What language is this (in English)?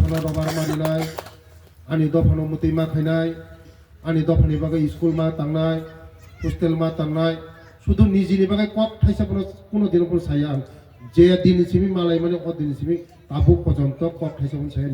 Riang (India)